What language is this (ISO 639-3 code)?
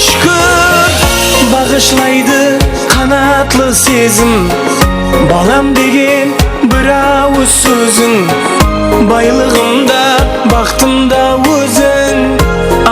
kaa